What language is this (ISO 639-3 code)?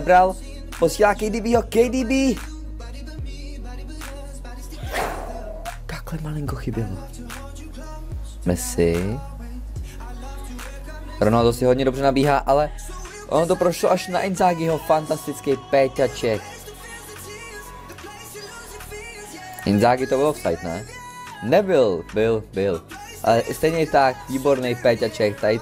ces